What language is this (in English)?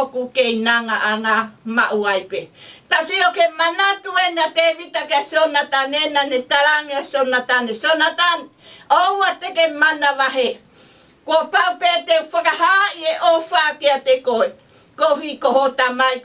Tongan